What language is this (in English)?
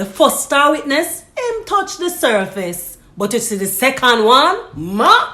Jamaican Creole English